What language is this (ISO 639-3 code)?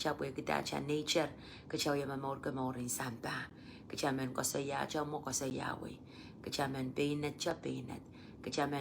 pon